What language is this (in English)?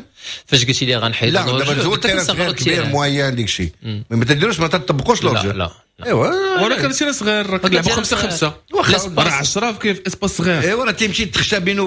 Moroccan Arabic